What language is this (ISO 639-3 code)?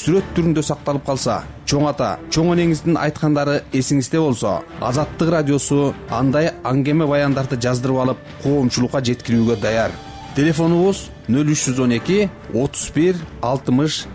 kir